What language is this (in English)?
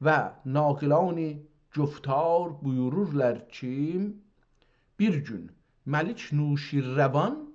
South Azerbaijani